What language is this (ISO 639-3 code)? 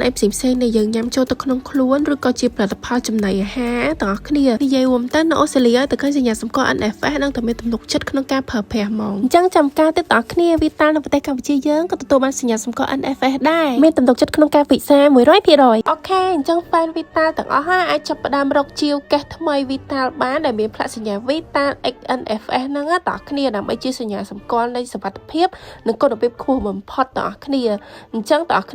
khm